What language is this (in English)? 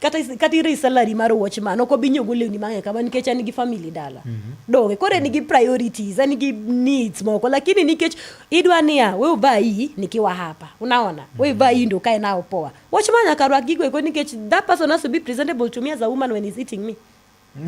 Luo (Kenya and Tanzania)